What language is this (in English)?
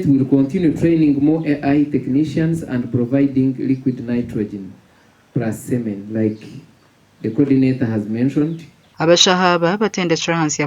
Nyankole